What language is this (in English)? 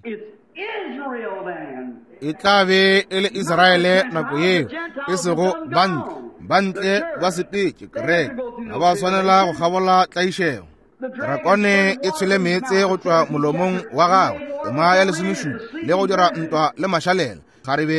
Northern Sotho